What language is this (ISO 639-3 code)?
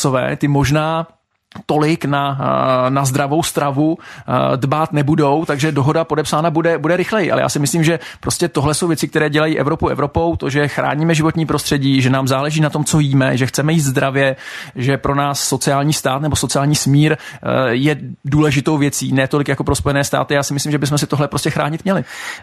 ces